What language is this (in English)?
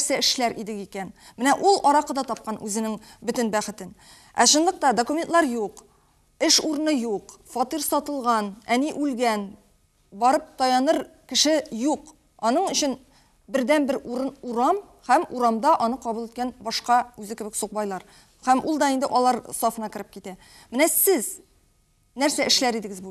Tatar